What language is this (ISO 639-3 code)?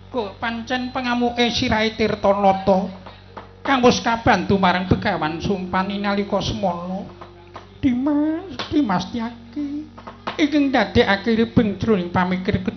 jav